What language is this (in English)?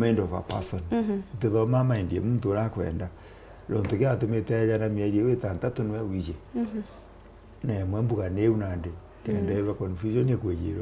Meru